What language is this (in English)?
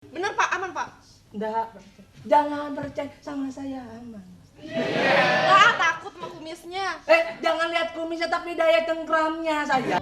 Betawi